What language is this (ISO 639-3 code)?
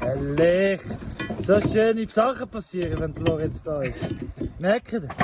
gsw